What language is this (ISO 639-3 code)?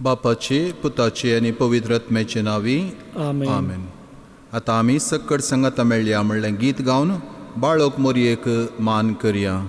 kok